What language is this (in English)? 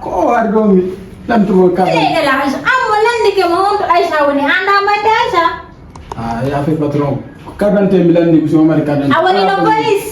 Fula